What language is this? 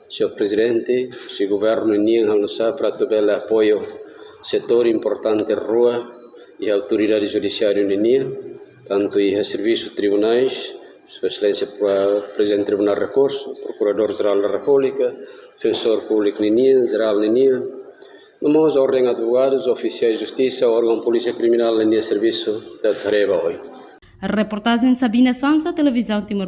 Tetum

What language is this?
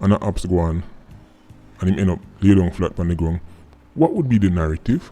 Jamaican Creole English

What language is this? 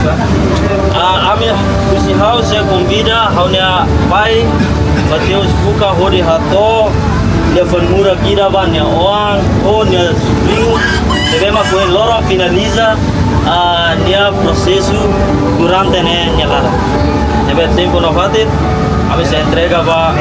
Tetum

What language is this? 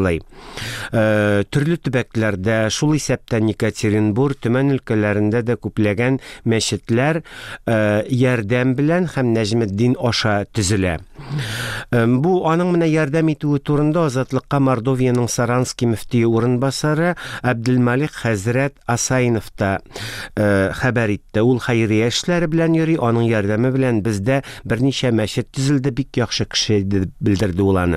Tatar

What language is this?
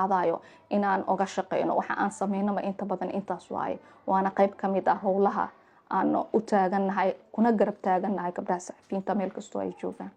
Somali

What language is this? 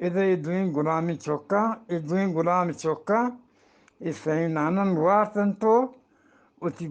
Eastern Balochi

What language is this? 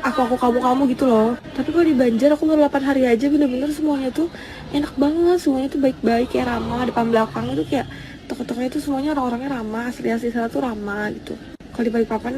Banjar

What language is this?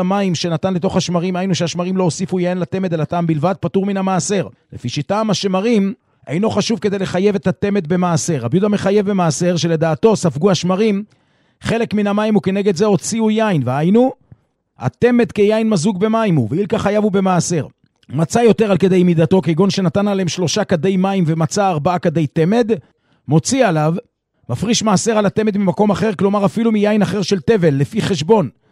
Hebrew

